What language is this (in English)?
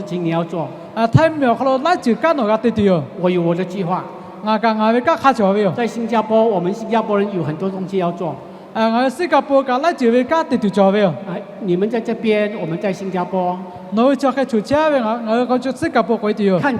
Lahu